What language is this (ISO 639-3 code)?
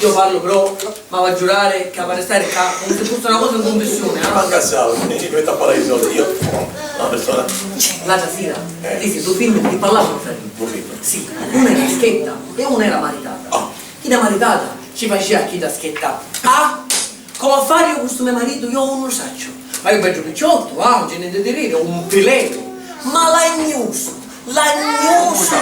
scn